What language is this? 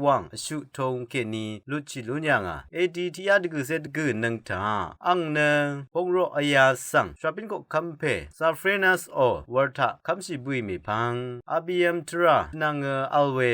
Rawang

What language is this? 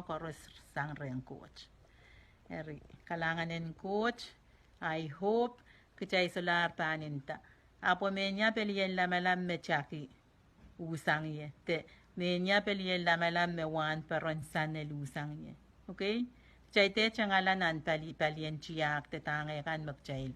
Pohnpeian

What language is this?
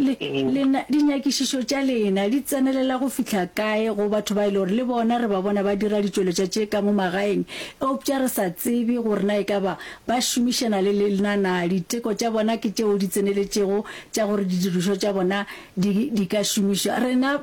Northern Sotho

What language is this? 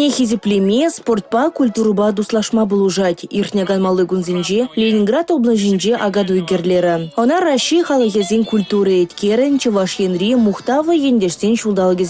Chuvash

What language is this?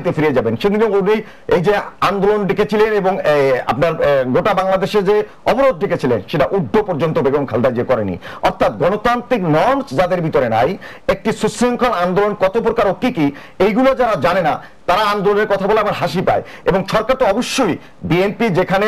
Bangla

